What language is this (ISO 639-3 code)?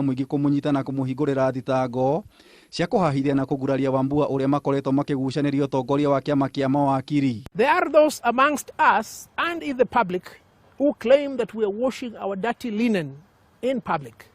kik